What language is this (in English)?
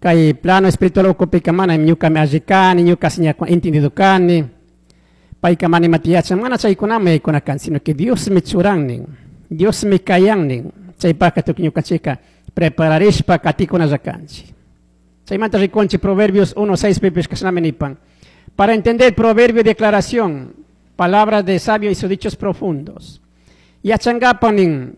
Chimborazo Highland Quichua